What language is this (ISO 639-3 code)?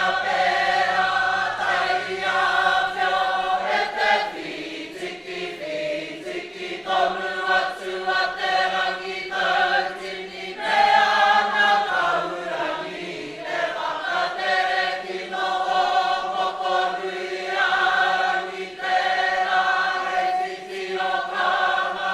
mri